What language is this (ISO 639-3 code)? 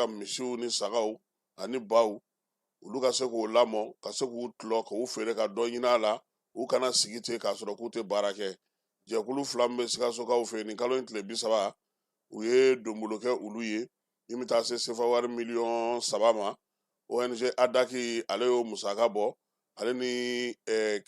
bam